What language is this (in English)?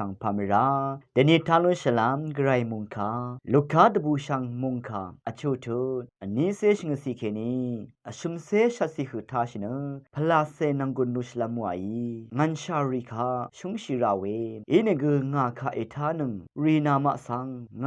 Rawang